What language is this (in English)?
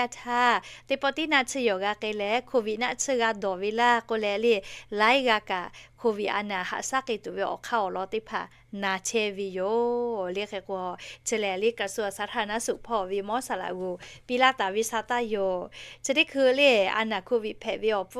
Lahu